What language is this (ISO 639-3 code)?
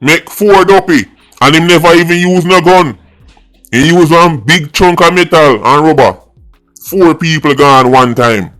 jam